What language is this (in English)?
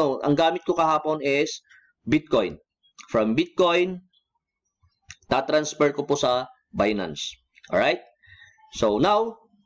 Filipino